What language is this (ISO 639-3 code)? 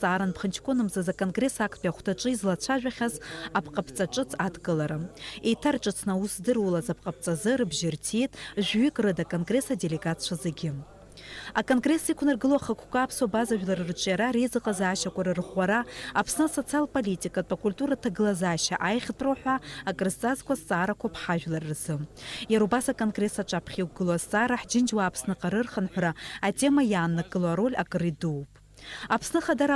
abk